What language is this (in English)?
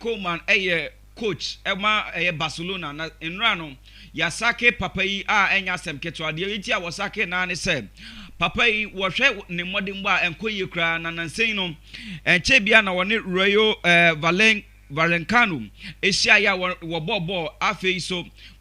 Akan